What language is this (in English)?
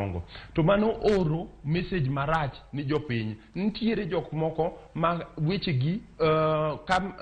Luo (Kenya and Tanzania)